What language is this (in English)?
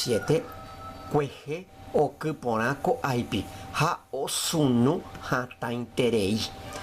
Guarani